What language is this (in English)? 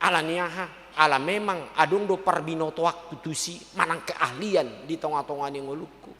Batak Toba